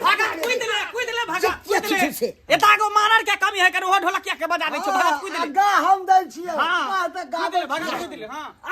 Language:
Maithili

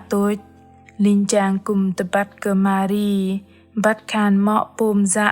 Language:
Bahnar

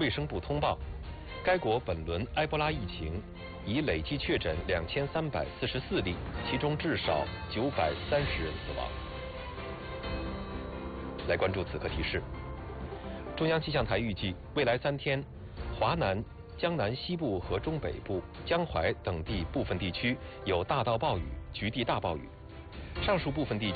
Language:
Chinese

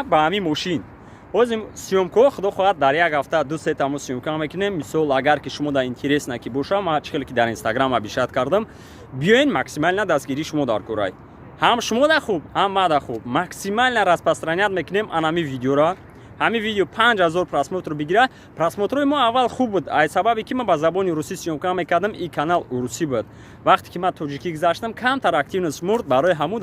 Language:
Tajik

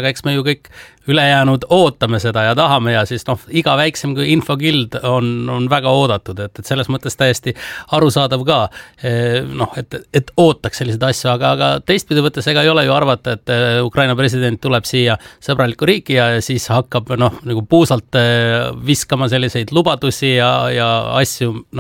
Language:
Estonian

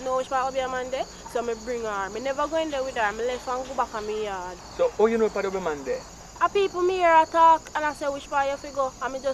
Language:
Jamaican Creole English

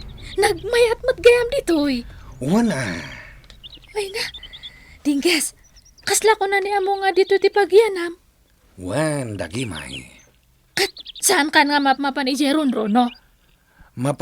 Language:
Iloko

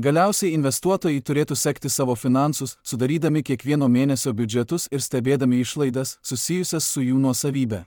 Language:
Lithuanian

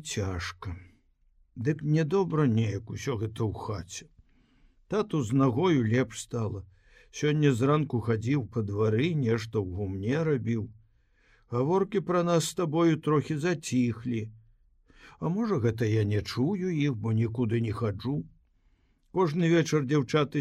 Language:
Belarusian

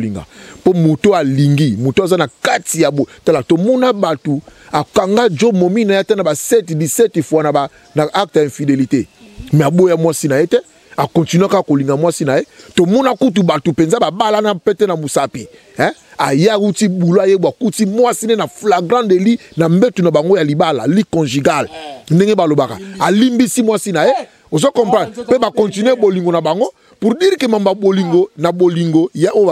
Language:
Lingala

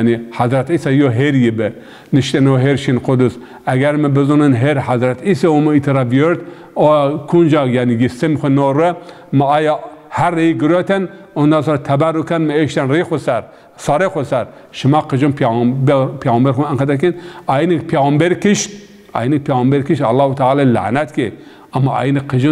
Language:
Zaza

